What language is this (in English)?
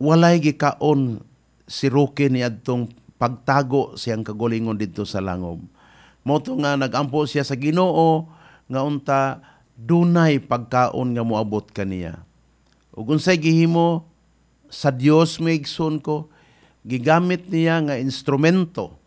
Cebuano